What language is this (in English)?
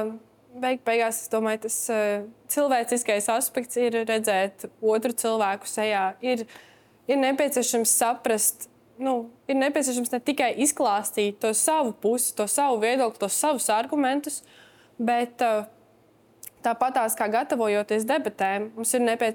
Latvian